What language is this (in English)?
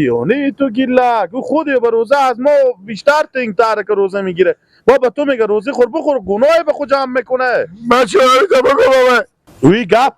Persian